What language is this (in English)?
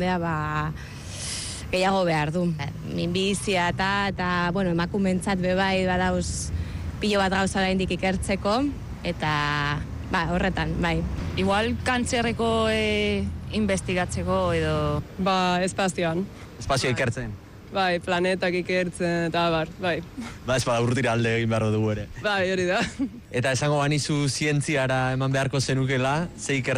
Basque